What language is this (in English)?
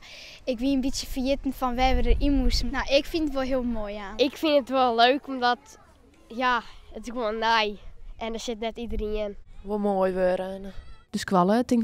Western Frisian